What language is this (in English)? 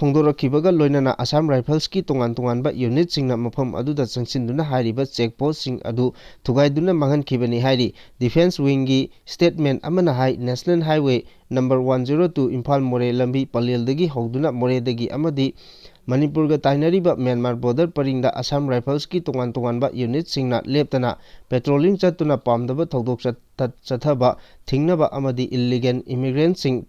Manipuri